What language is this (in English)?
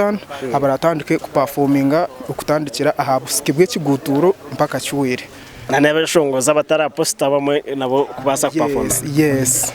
Nyankole